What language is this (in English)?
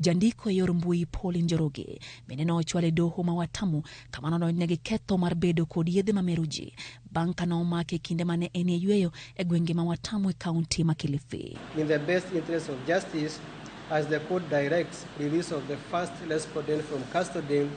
Luo (Kenya and Tanzania)